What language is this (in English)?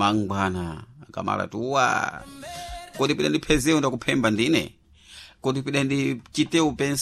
Sena